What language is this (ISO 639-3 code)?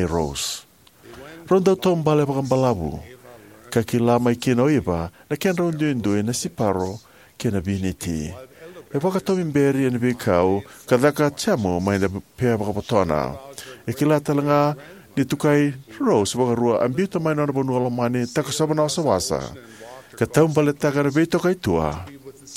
fij